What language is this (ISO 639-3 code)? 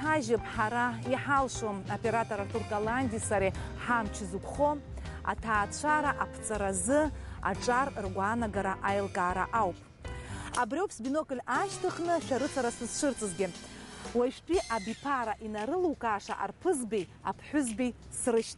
abk